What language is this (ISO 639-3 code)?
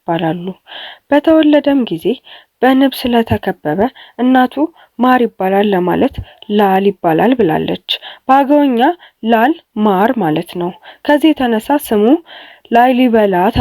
amh